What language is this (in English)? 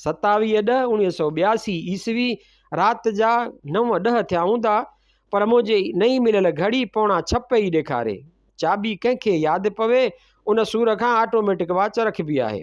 Sindhi